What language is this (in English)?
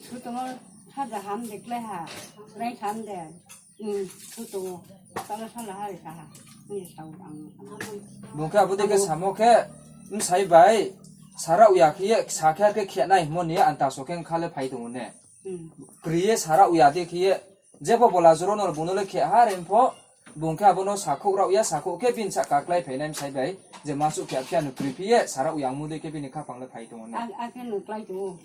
Riang (India)